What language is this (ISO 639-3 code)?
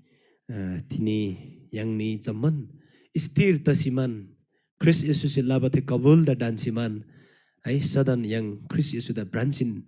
taj